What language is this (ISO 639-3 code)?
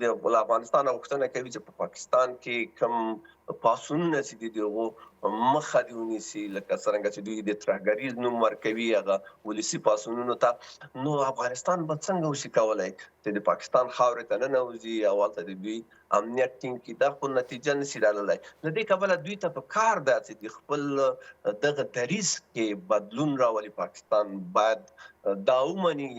pus